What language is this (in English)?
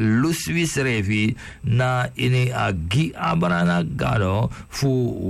Sranan Tongo